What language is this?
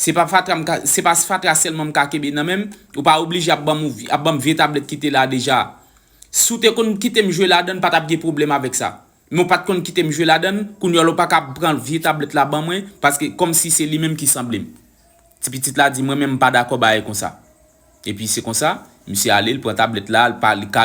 Haitian Creole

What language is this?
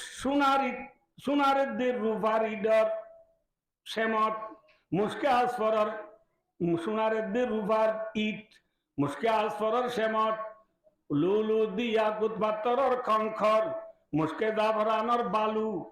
Rohingya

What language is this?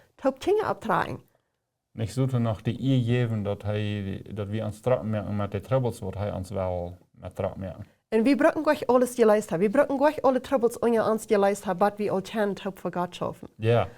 Plautdietsch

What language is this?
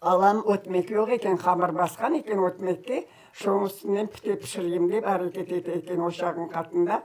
Crimean Tatar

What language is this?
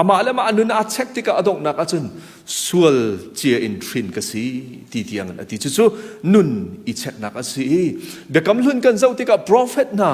Hakha Chin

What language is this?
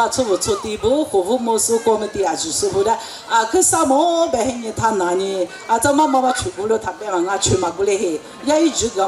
Lisu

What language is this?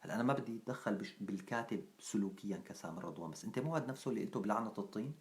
North Levantine Arabic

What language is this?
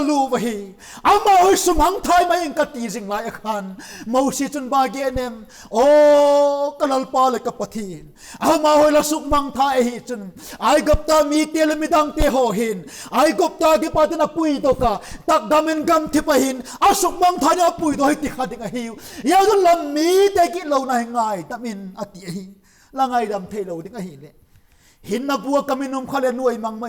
Vaiphei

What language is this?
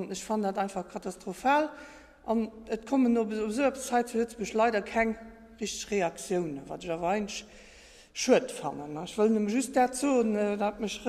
Luxembourgish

